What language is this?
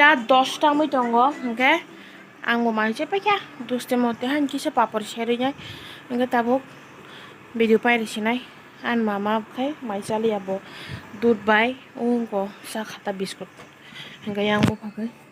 Kok Borok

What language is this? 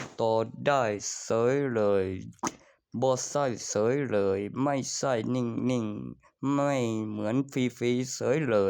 Northeastern Thai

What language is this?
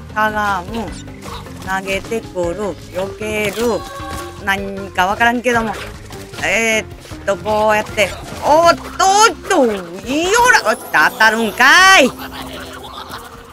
Japanese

